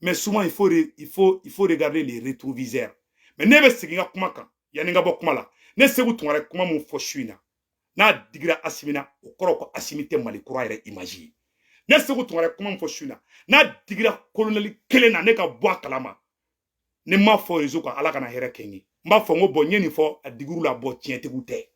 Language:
Bambara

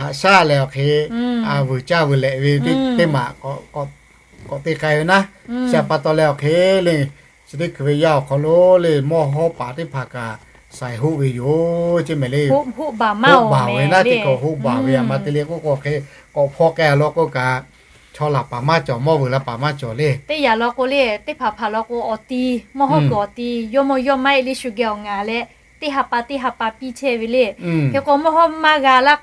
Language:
Lahu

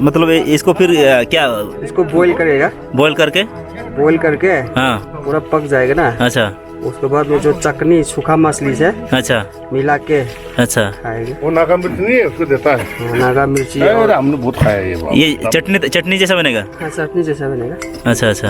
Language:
Santali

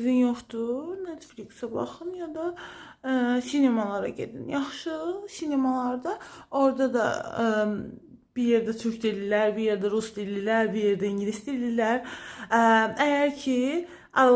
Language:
Azerbaijani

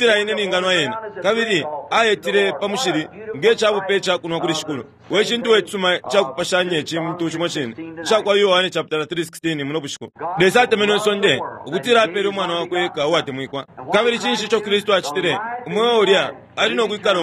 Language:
Bemba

